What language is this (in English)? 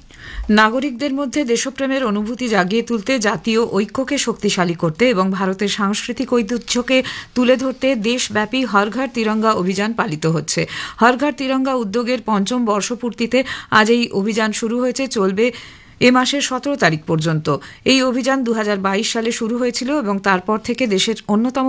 Bangla